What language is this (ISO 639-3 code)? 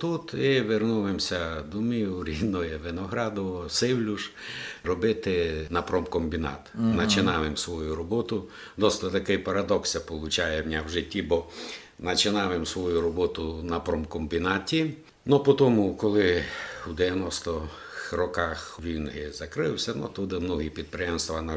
rue